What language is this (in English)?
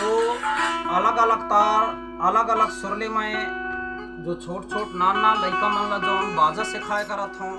Chhattisgarhi